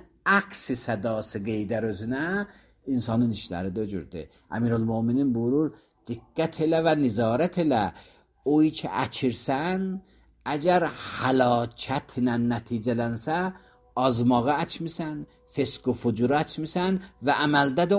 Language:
Azerbaijani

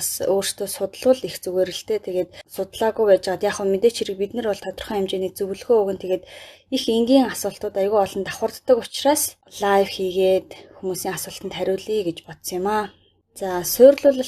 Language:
Mongolian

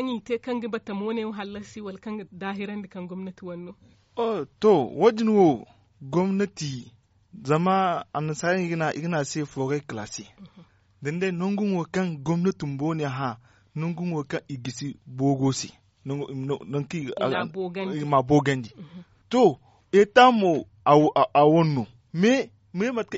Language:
Zarma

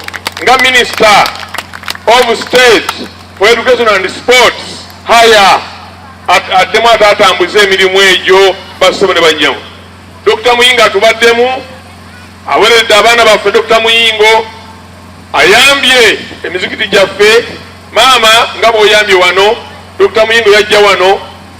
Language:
Ganda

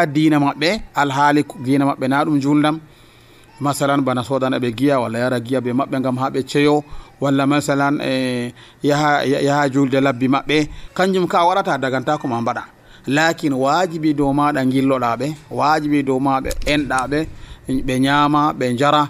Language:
Nigerian Fulfulde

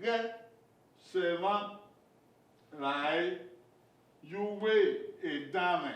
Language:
Bini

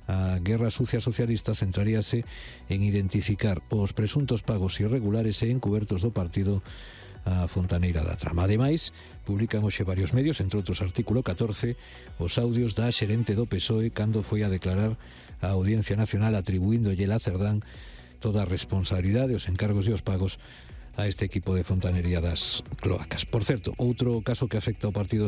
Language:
Galician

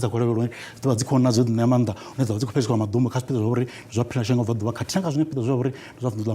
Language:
Venda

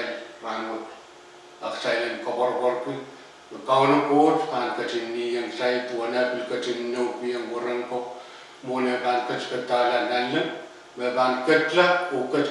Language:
Pohnpeian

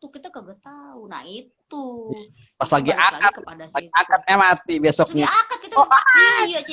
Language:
Betawi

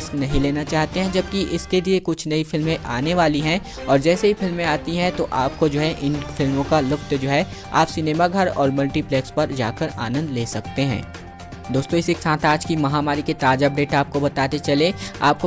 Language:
Hindi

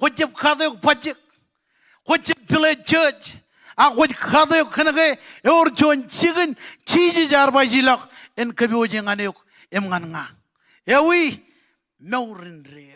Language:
Marshallese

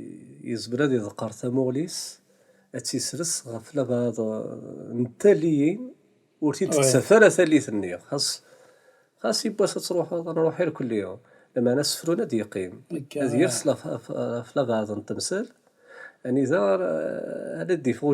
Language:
Kabyle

